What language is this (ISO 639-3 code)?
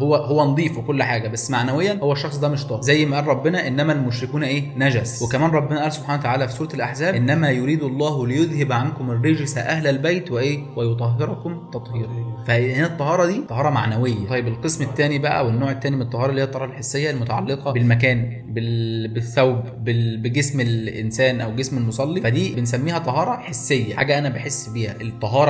arz